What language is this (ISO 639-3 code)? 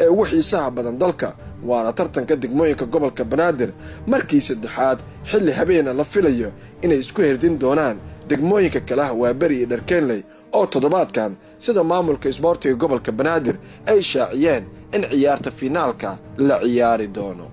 som